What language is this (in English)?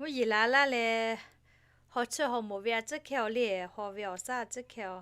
Lahu